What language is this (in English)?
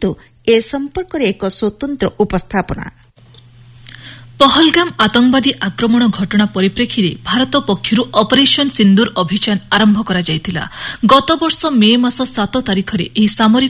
Odia